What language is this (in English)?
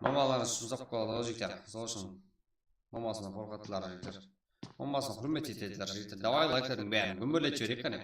Kara-Kalpak